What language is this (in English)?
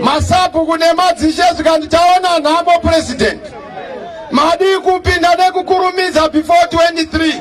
Shona